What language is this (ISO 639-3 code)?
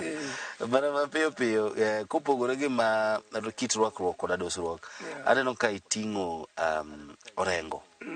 luo